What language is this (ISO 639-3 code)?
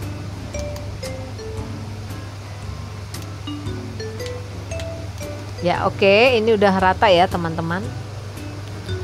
ind